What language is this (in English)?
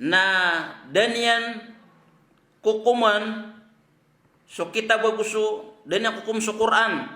Maranao